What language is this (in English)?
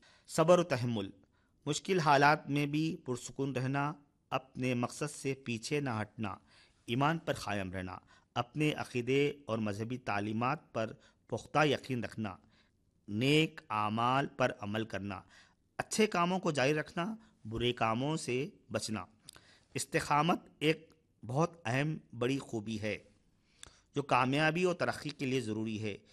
Urdu